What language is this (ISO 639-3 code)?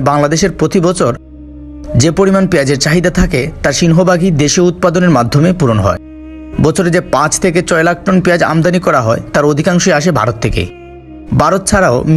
ben